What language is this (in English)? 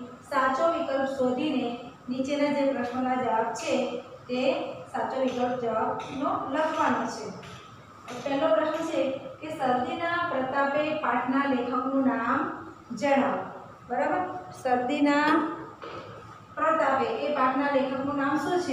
Gujarati